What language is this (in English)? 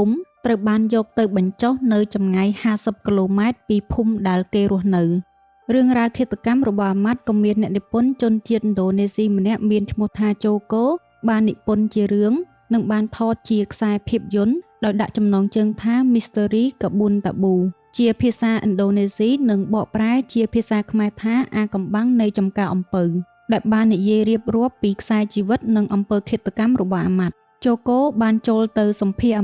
Khmer